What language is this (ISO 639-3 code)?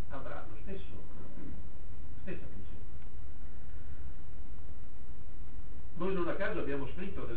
ita